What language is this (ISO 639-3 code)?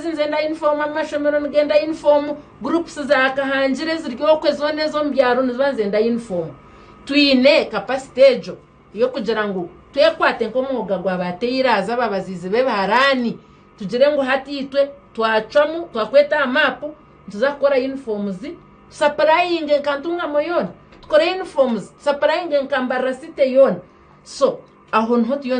nyn